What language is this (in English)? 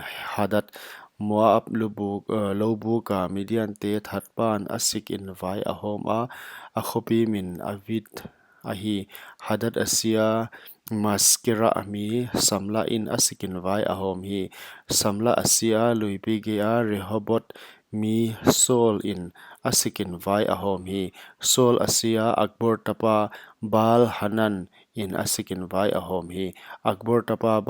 Paite Chin